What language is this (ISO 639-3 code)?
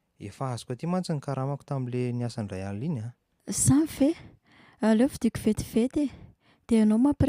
mlg